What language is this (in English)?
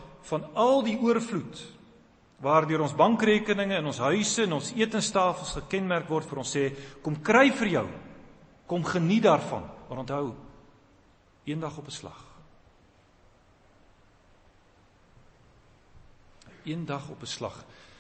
Afrikaans